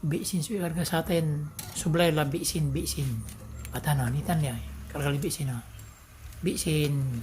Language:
Pangasinan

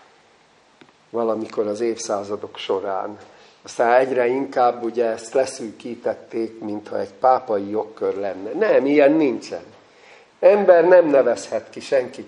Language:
Hungarian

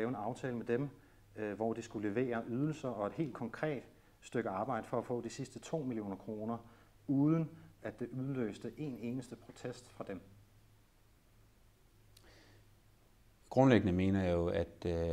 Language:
Danish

